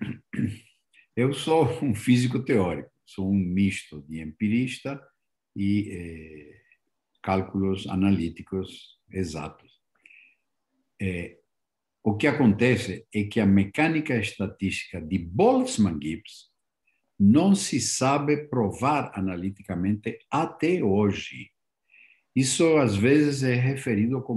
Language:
Portuguese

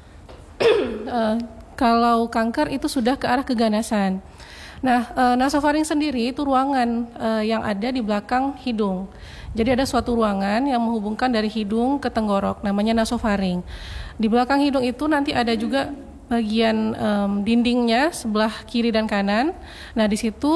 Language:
Indonesian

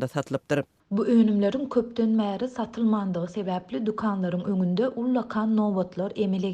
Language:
Turkmen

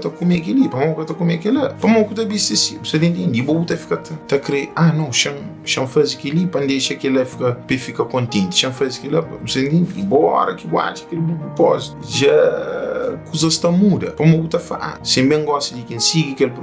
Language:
Kabuverdianu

